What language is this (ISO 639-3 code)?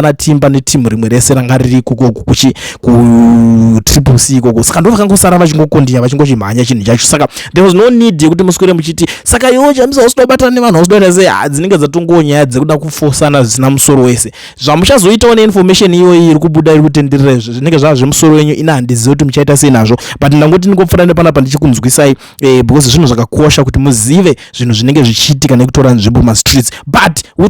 sna